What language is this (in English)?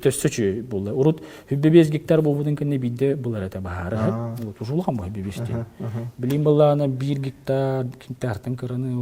Yakut